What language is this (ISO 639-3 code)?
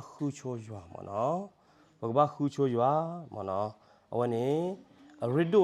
ksw